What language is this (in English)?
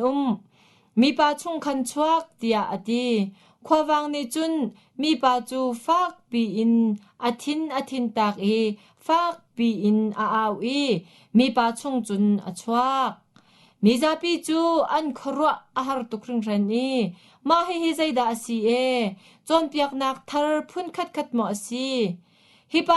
Hakha Chin